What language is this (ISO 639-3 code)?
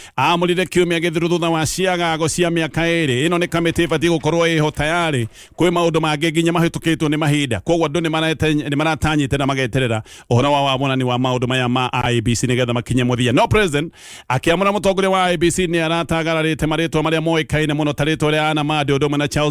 kik